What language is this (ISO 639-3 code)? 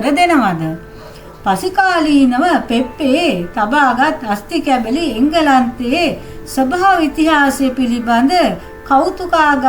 sin